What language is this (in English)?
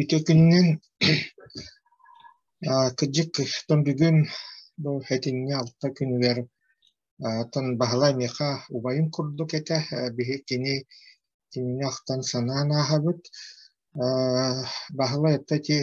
Yakut